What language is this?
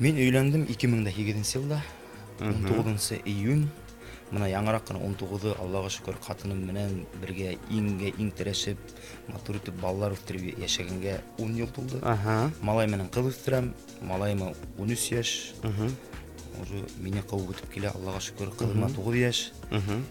Bashkir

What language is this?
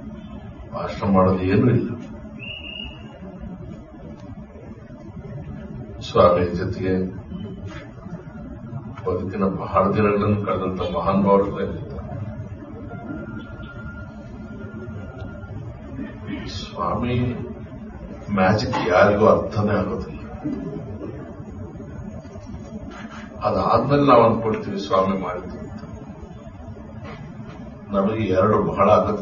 Kannada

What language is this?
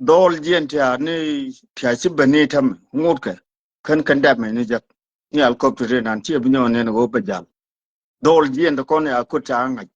Nuer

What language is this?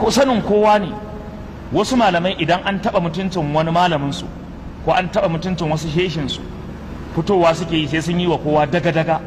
Hausa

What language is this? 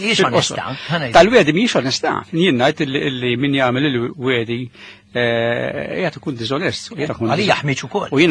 Maltese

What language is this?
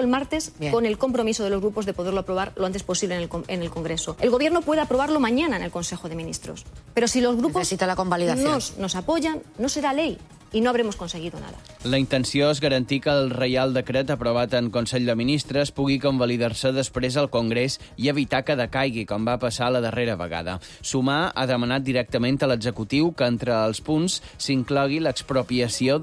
Catalan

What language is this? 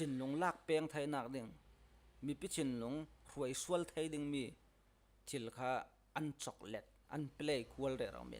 Falam Chin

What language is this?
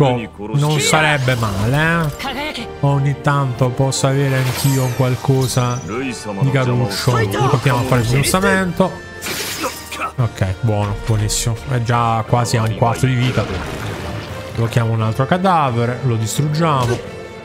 Italian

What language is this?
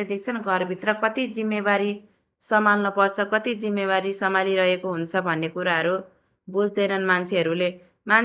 Nepali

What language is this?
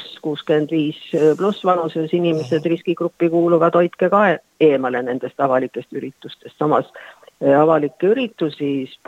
Estonian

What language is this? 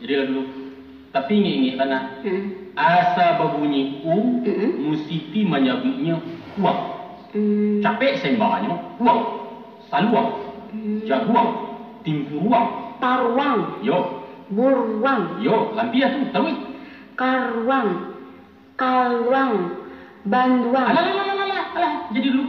Minangkabau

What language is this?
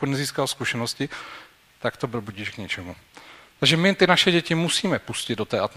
Czech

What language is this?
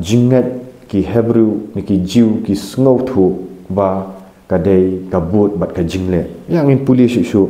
Khasi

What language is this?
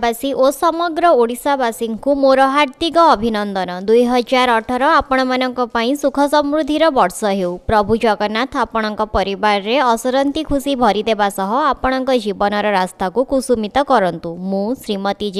Odia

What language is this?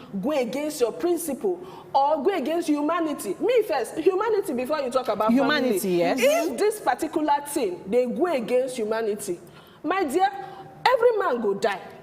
Nigerian Pidgin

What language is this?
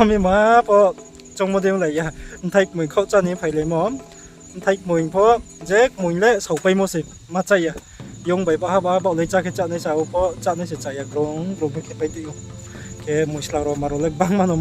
Riang (India)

